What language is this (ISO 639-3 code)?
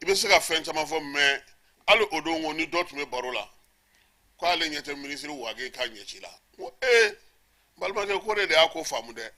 bam